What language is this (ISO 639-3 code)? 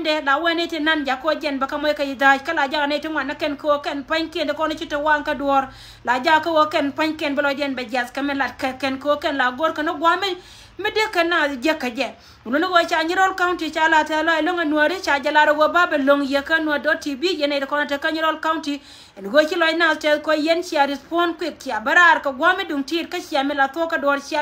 nus